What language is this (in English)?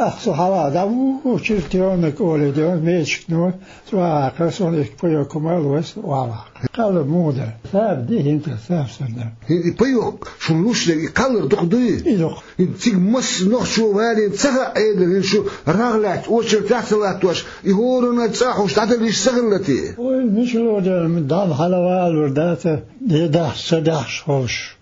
Chechen